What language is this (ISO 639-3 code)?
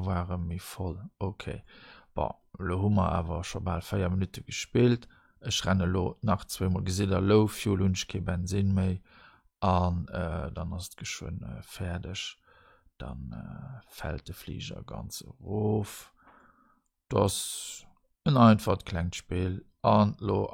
ltz